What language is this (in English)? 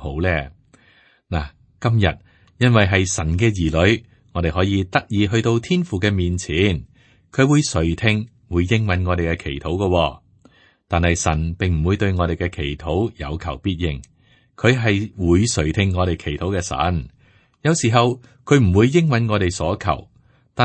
Cantonese